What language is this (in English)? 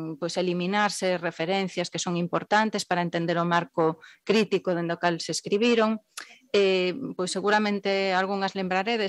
Galician